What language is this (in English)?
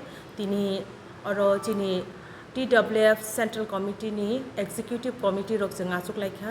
Kok Borok